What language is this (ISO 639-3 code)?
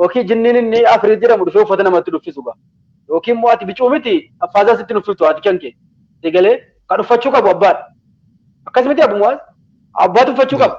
orm